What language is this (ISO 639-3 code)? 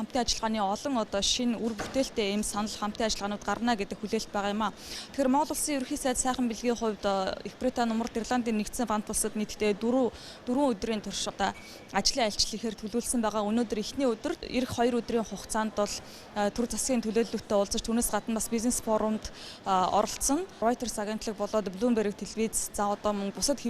mon